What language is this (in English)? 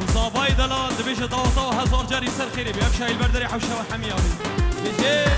Kurdish